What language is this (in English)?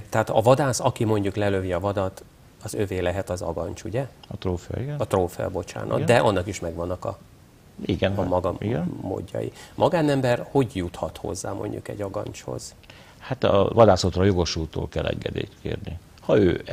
Hungarian